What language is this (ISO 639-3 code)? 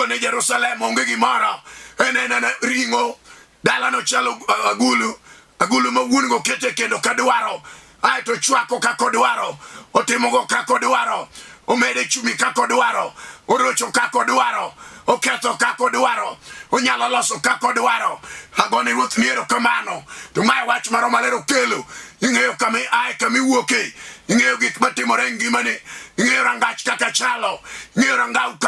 luo